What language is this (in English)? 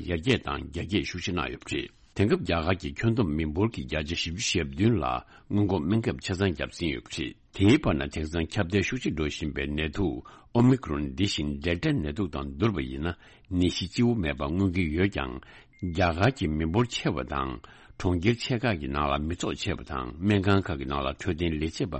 Tibetan